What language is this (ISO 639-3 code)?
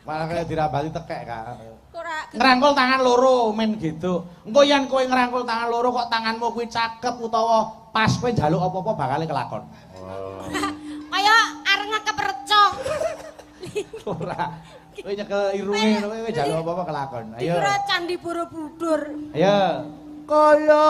jav